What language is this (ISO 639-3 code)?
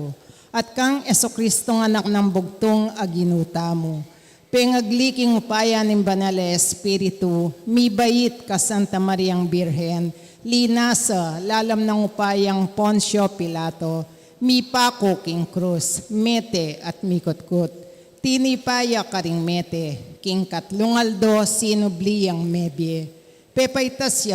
pam